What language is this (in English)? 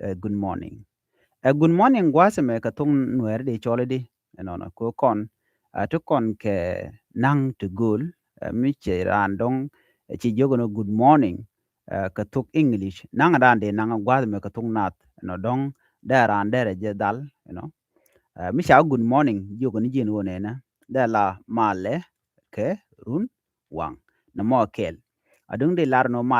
Nuer